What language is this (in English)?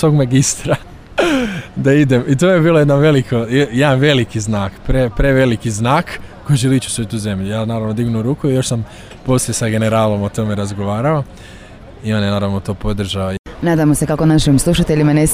Croatian